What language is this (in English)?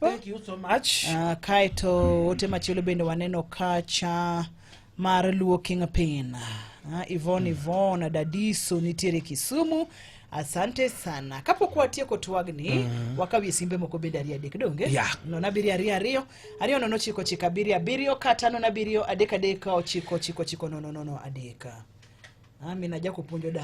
Luo (Kenya and Tanzania)